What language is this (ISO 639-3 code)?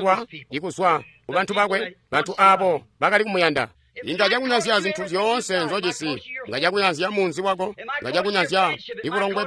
toi